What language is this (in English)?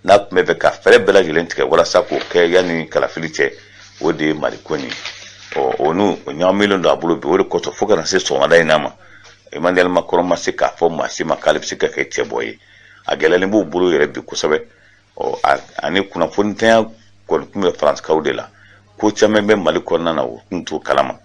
Bambara